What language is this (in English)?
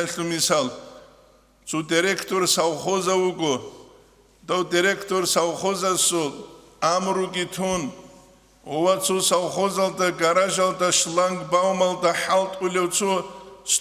Avaric